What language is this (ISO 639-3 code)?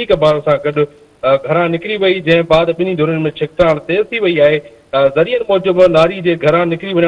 snd